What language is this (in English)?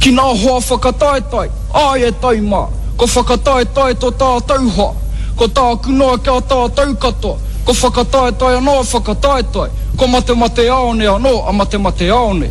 Māori